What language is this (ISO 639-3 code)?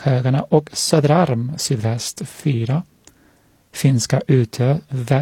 swe